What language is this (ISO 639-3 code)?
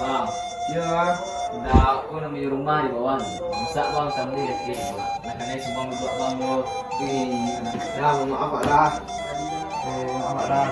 min